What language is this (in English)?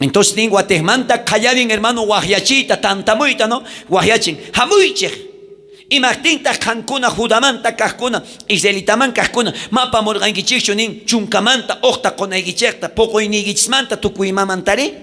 South Bolivian Quechua